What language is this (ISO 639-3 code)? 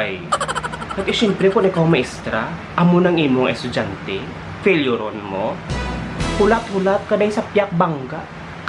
hil